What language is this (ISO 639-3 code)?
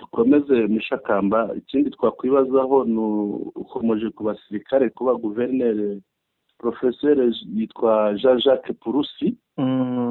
kin